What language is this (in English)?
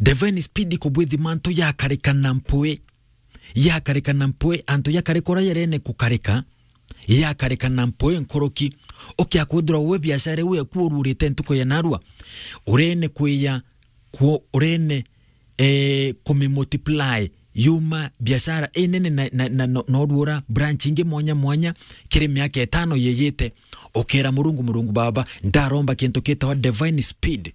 Meru